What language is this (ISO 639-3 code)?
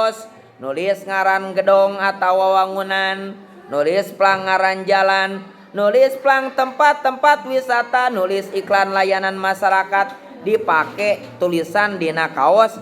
sun